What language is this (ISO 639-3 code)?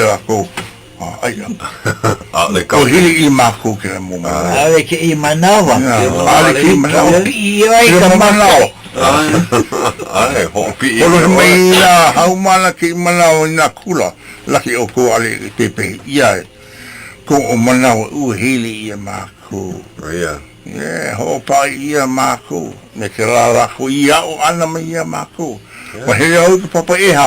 haw